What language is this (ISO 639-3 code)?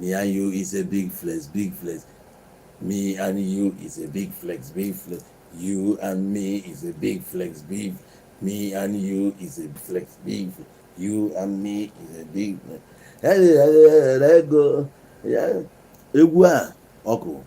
ibo